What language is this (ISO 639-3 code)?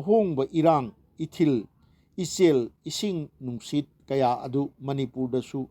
mni